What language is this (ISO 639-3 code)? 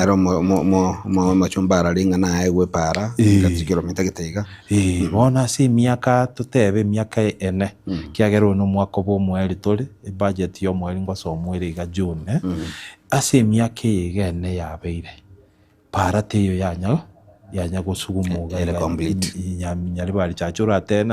guz